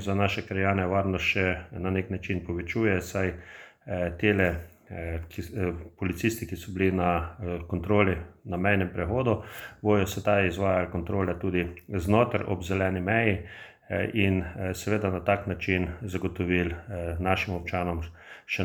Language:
Slovenian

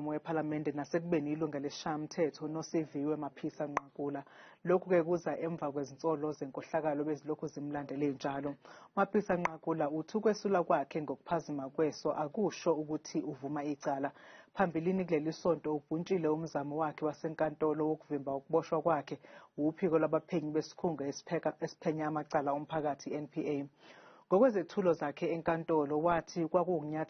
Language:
Zulu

